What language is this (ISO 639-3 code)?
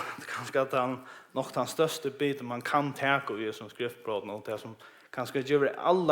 fao